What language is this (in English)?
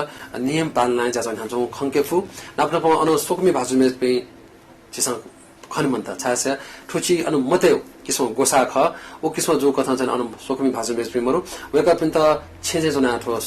Newari